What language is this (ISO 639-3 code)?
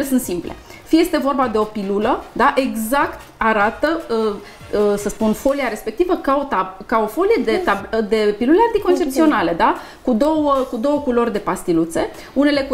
ron